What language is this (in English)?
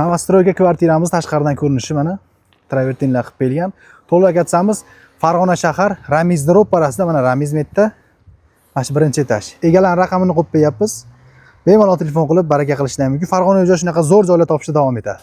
Uzbek